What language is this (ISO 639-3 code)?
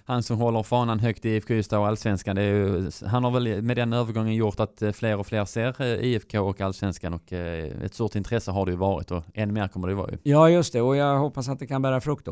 swe